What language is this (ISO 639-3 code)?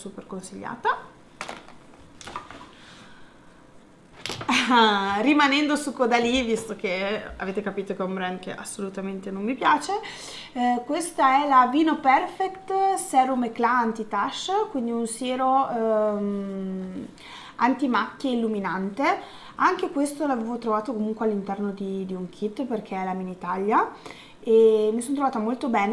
ita